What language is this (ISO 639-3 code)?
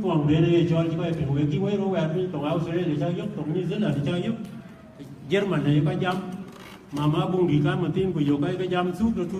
din